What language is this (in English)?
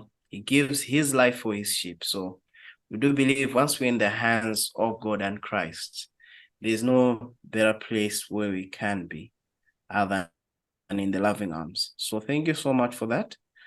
English